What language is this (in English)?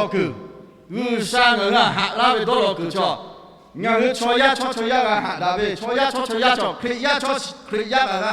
Lahu